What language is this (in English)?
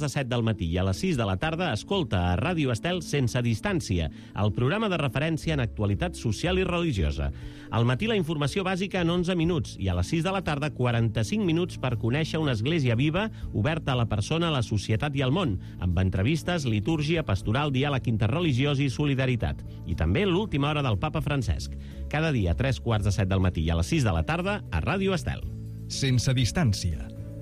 Catalan